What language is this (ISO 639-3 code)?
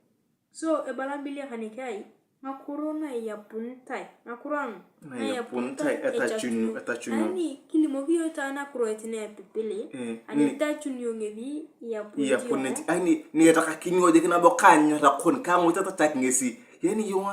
tuv